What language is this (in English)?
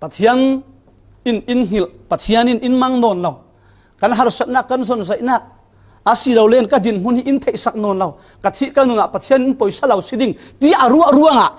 Falam Chin